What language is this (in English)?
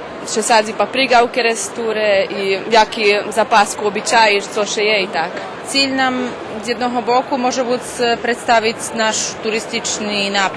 Rusyn